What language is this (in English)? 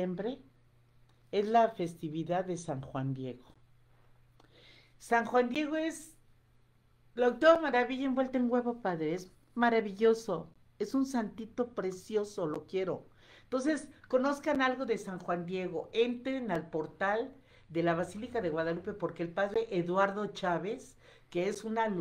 Spanish